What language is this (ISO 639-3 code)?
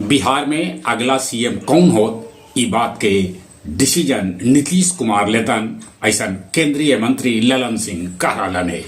mag